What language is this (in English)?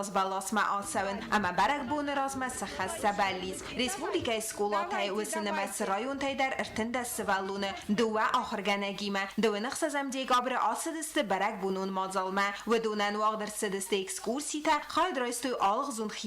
Ossetic